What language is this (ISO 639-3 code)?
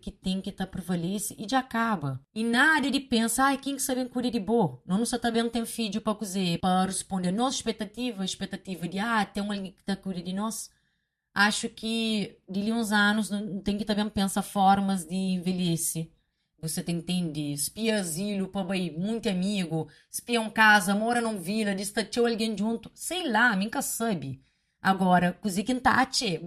kea